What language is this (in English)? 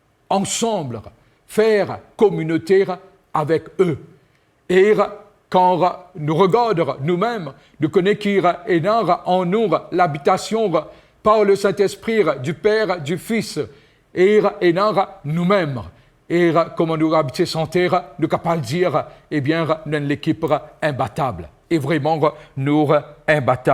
Morisyen